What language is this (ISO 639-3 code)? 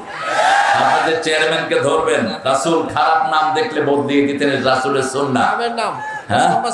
ben